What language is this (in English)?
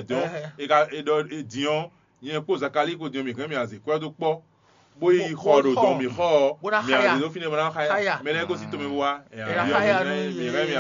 Fon